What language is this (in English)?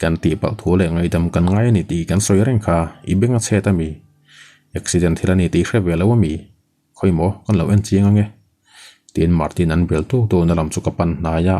Mizo